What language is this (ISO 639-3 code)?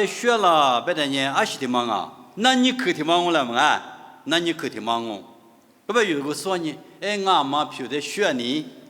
lis